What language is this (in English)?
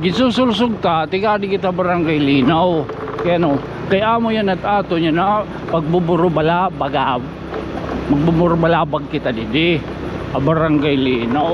Waray